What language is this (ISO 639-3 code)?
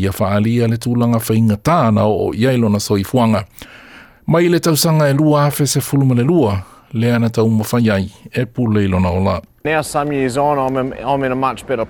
smo